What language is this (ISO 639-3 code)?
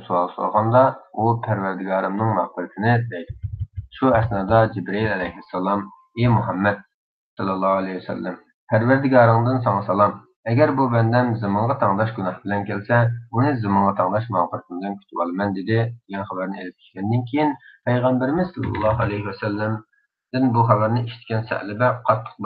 uig